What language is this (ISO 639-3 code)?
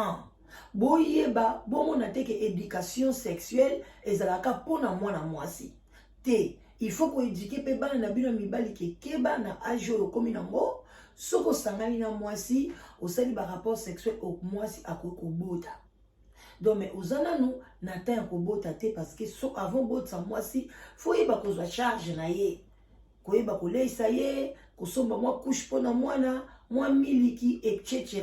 lin